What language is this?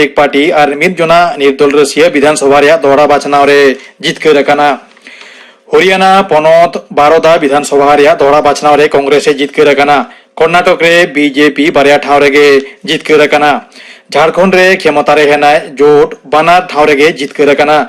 Santali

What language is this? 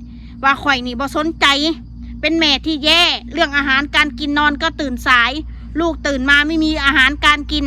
Northeastern Thai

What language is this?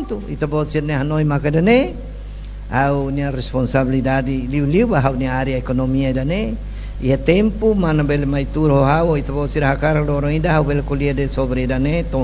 Tetum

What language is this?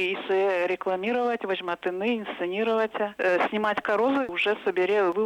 Udmurt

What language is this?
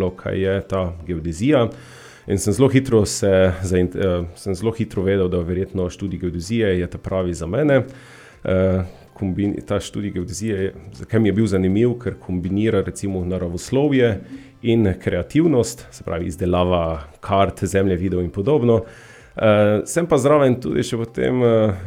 Slovenian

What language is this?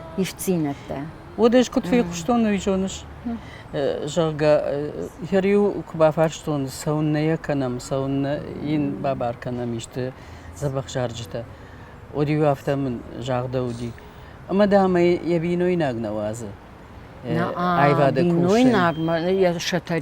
Ossetic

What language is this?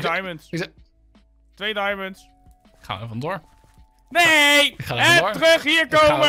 Dutch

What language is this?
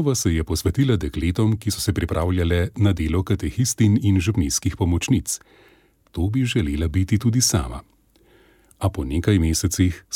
Slovenian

